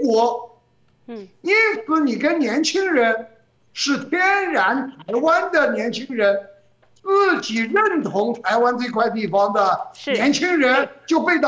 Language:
Chinese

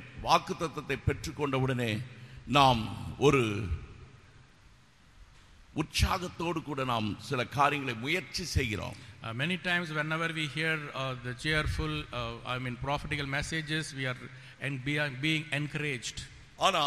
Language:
Tamil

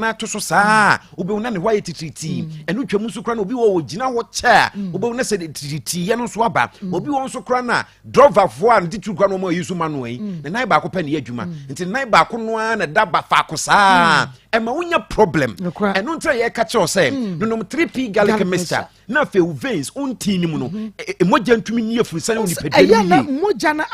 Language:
Akan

